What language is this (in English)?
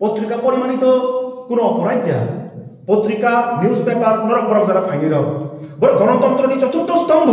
Kok Borok